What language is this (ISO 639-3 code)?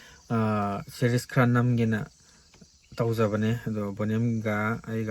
mni